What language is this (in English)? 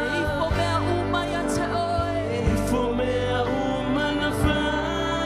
Samoan